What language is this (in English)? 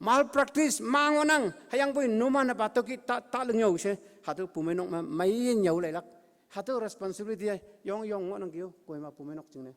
Konyak Naga